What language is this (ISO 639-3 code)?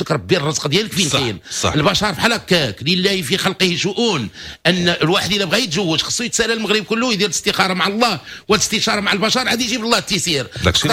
ary